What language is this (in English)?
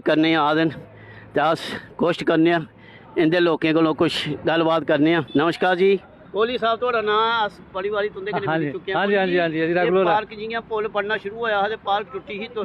Dogri